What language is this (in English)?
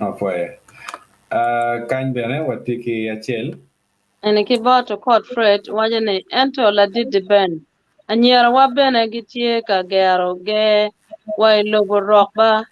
Acoli